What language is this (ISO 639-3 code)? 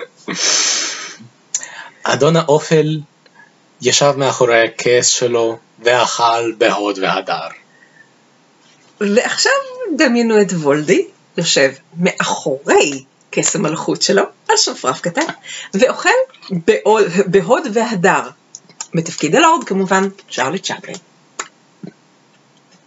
heb